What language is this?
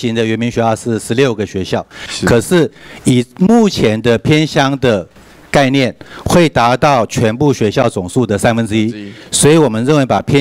Chinese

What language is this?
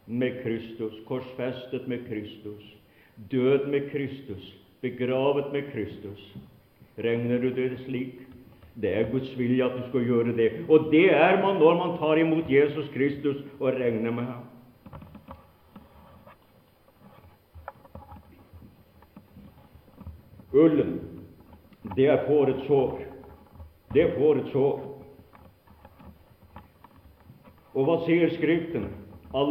Norwegian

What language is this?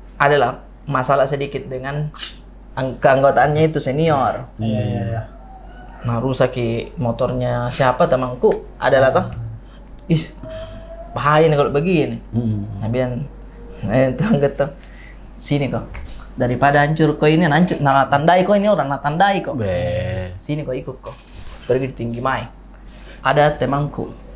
Makassar Malay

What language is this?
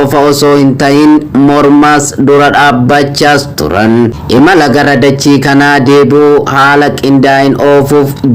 Oromo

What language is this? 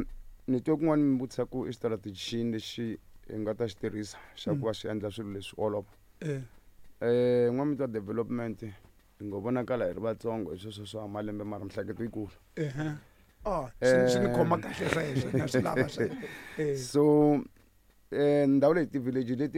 Tsonga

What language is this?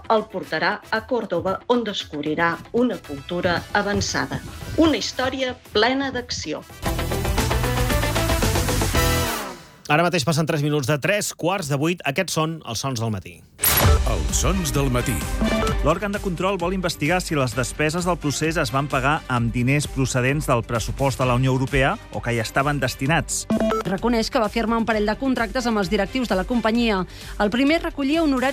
Catalan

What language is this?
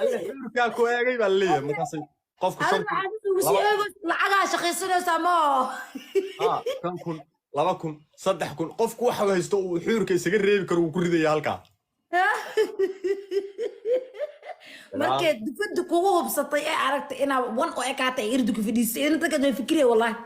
Somali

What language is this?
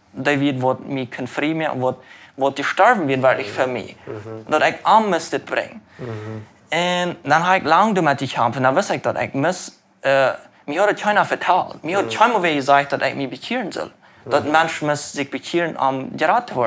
Plautdietsch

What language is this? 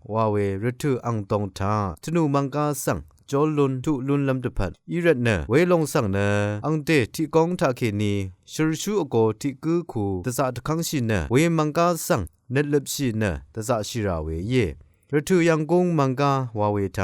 Rawang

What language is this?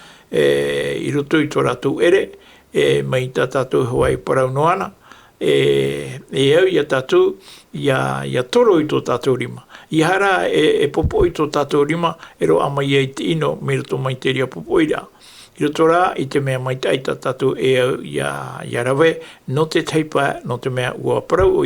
Tahitian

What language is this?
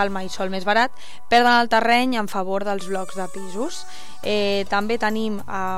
Catalan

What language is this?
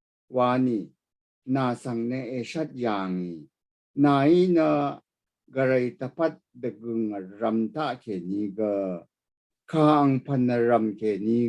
Rawang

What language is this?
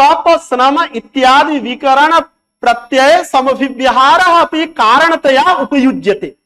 Sanskrit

